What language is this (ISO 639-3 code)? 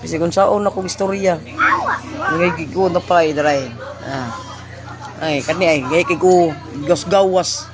ceb